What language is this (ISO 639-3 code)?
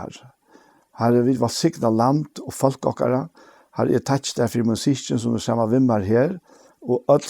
fao